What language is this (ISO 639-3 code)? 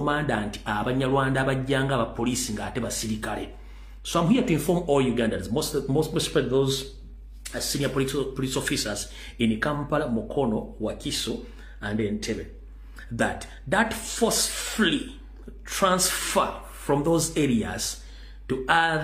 lug